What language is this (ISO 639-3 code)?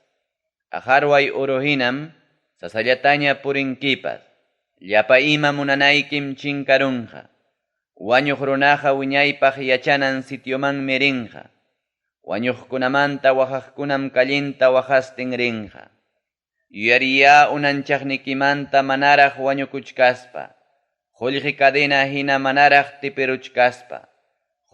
quy